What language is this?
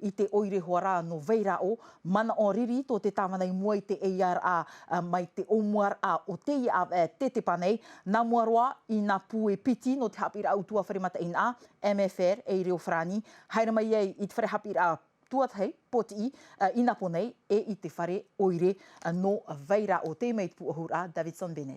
Tahitian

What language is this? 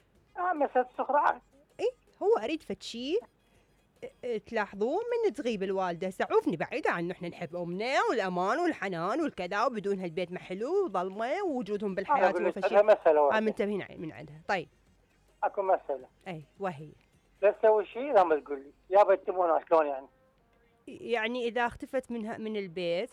Mesopotamian Arabic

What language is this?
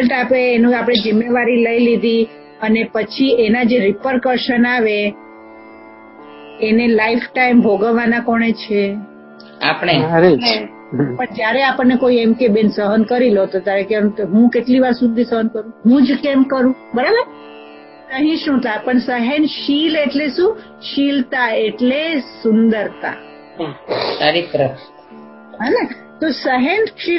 Gujarati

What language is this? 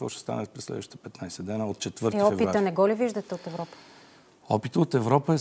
Bulgarian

